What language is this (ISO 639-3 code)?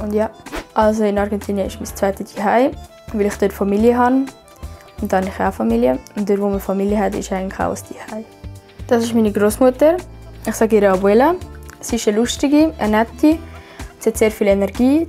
gsw